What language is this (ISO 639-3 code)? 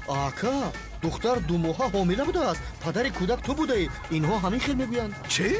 tgk